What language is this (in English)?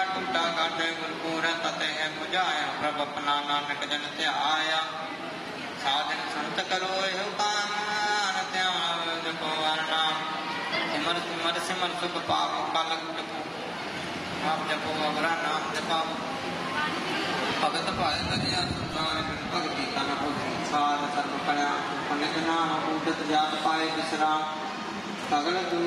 Punjabi